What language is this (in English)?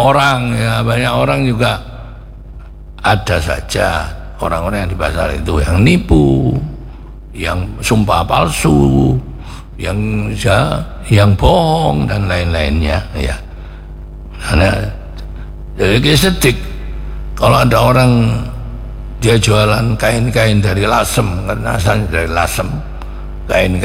Indonesian